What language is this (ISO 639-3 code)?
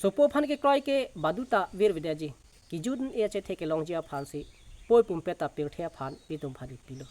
mjw